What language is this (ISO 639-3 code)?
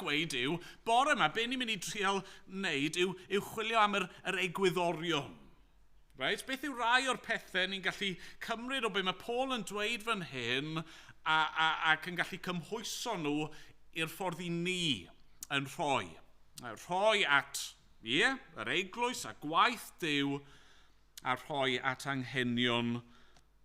cym